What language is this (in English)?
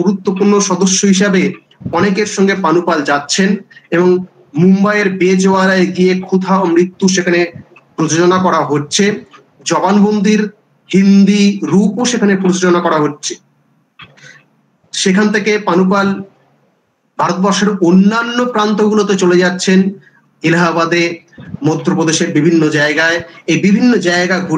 Bangla